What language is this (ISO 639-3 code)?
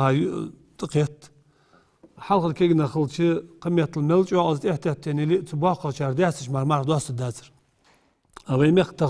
inh